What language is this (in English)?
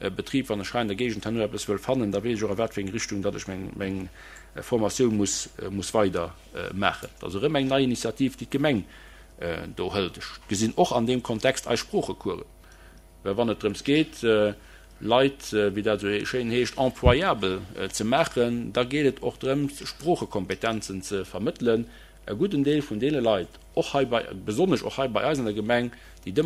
Luxembourgish